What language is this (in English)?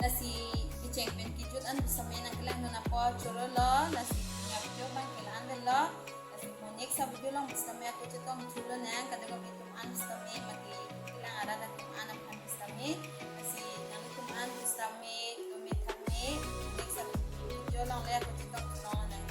Karbi